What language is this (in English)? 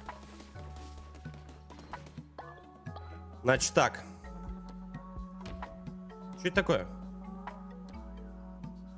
Russian